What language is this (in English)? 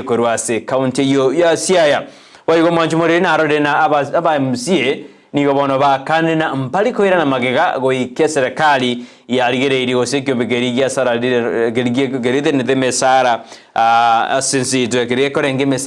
Gusii